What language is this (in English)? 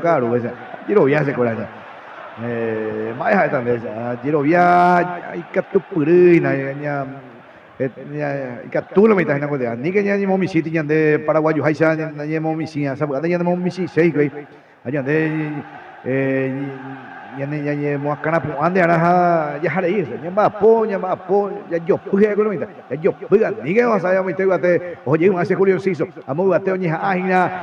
Guarani